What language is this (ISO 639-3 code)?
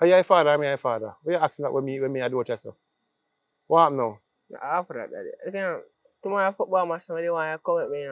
jam